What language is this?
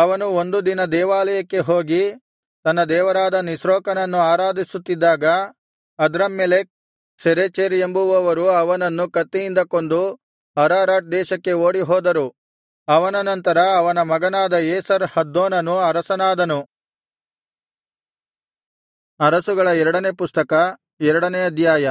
Kannada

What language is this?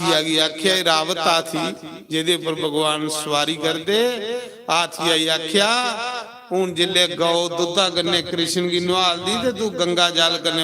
Dogri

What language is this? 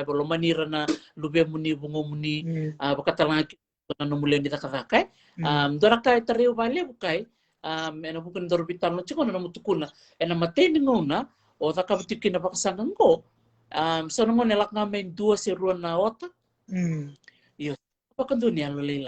Fijian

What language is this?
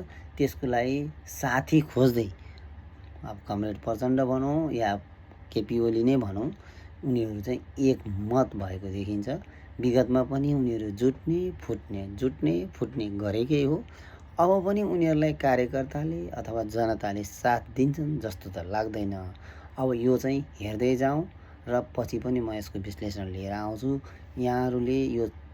Nepali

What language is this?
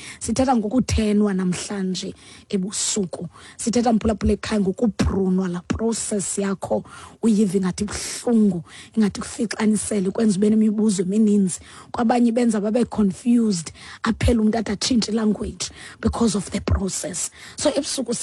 Xhosa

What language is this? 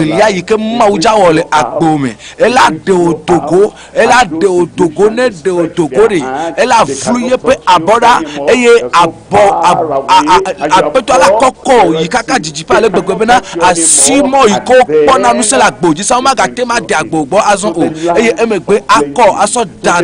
Ewe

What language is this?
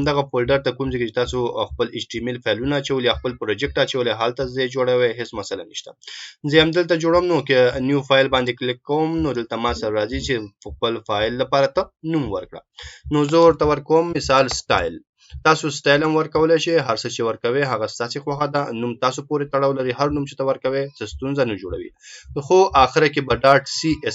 Pashto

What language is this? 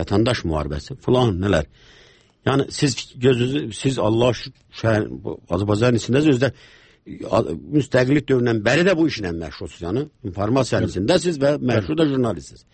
Azerbaijani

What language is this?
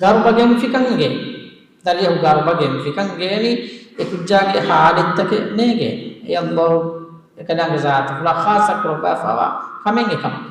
Divehi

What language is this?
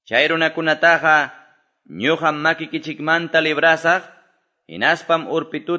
Quechua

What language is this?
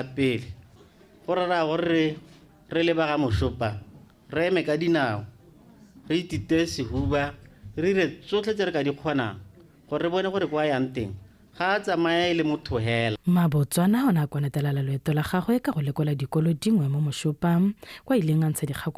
Tswana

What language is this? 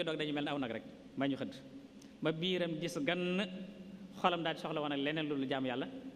Wolof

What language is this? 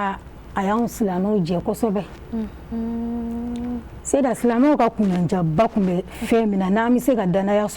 Bambara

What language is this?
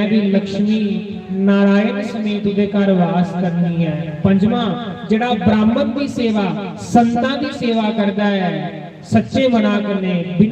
Dogri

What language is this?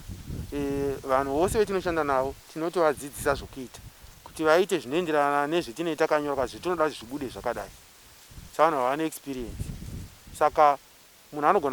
Shona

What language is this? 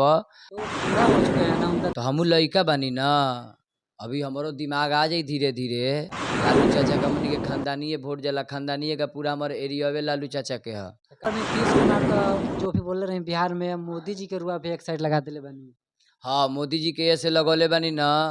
Bhojpuri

